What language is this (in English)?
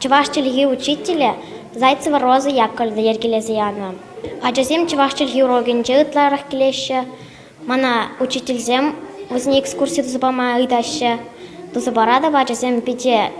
Chuvash